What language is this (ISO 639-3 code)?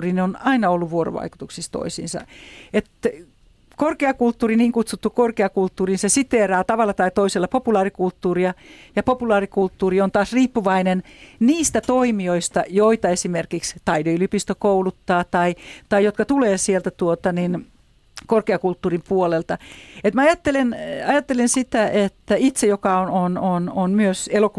fin